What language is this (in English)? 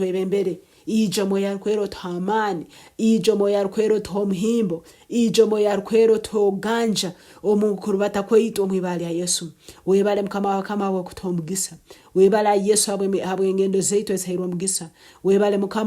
Nyankole